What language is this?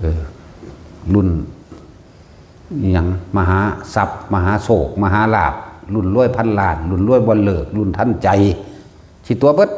Northeastern Thai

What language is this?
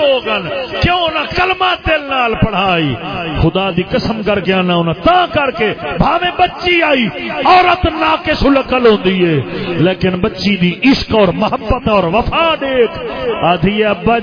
Saraiki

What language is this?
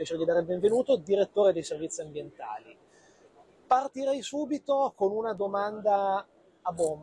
Italian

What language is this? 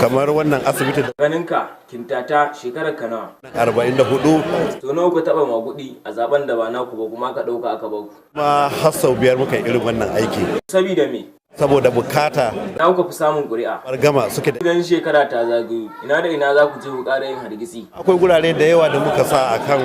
Hausa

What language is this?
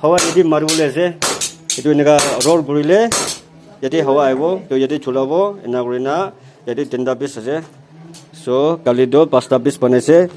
Naga Pidgin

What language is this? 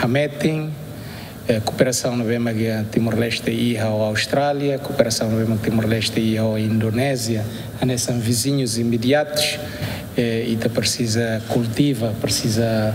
Tetum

